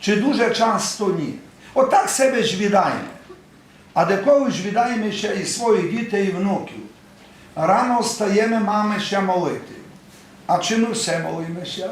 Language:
Rusyn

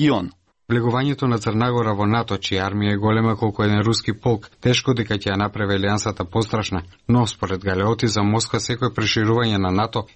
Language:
Macedonian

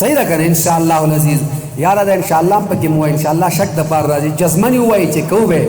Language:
Pashto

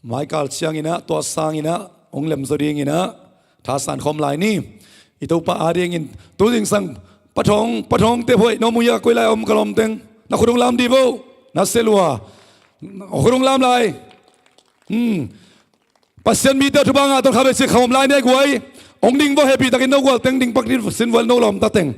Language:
Tedim Chin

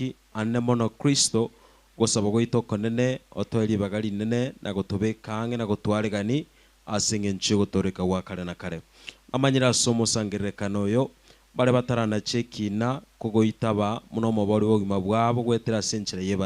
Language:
Gusii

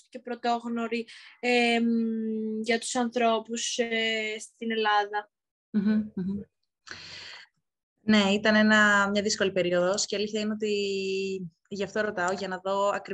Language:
Greek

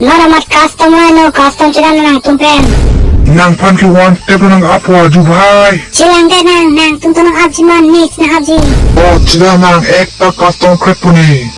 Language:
Karbi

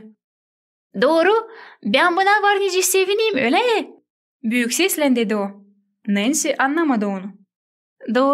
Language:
Gagauz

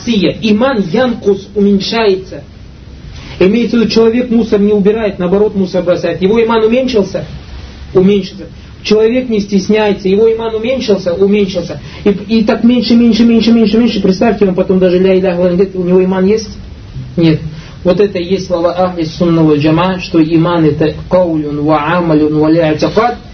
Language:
Russian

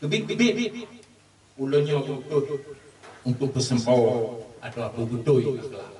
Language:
Achinese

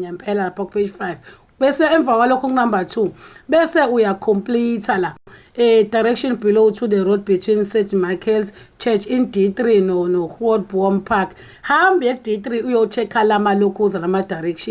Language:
Zulu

